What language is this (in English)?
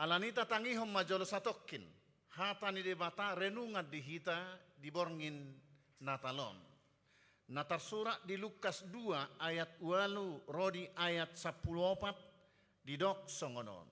Batak Toba